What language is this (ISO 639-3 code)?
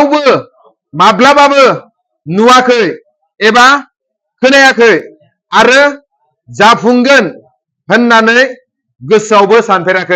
brx